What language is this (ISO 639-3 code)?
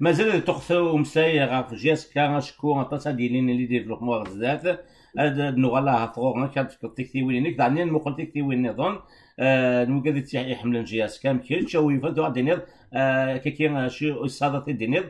kab